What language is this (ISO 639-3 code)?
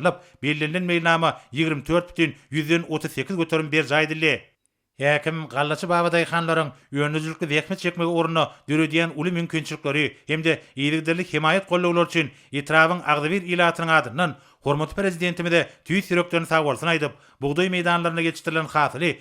tuk